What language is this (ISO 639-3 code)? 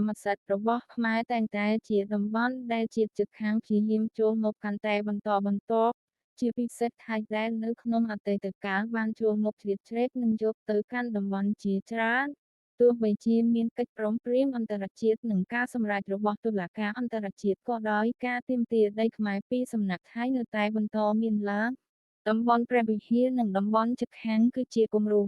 khm